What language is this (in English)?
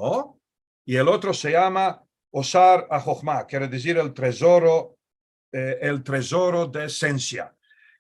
Ladino